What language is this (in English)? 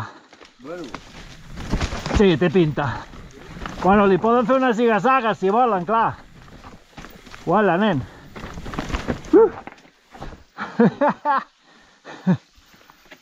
Catalan